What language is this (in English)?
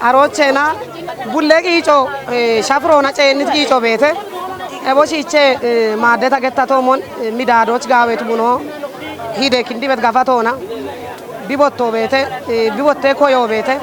Kafa